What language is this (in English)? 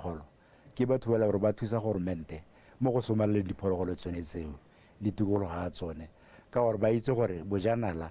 Tswana